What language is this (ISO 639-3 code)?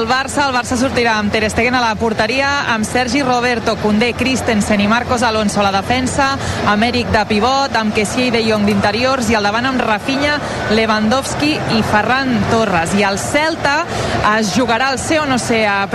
cat